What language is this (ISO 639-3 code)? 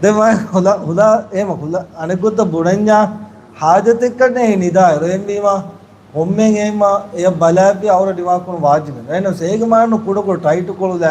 div